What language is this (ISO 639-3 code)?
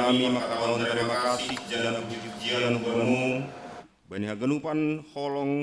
bts